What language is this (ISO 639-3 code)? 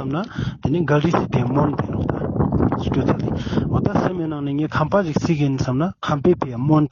lbj